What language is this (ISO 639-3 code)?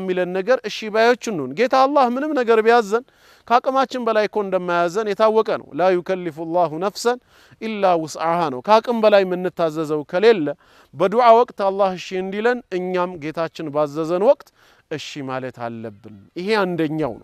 amh